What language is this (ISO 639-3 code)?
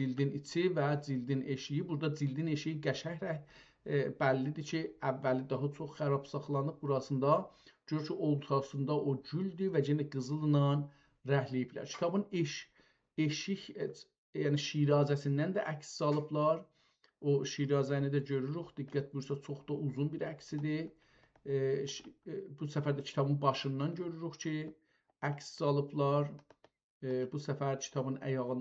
azb